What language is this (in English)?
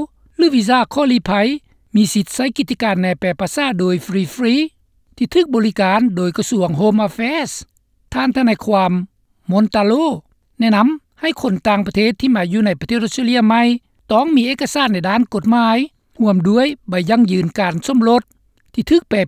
Lao